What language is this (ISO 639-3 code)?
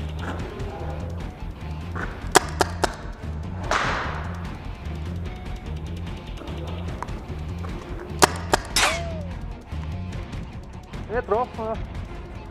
deu